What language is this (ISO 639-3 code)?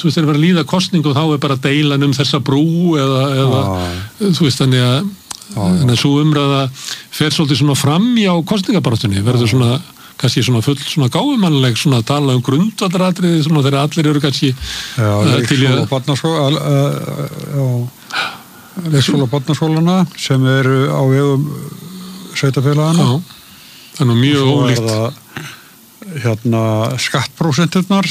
isl